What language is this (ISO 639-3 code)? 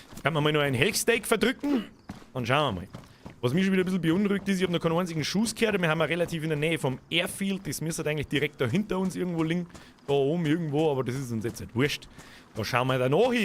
bar